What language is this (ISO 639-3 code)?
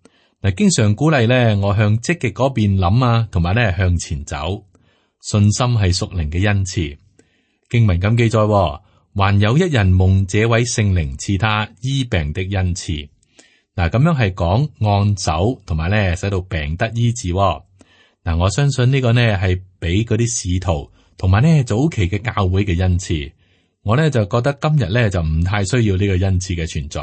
yue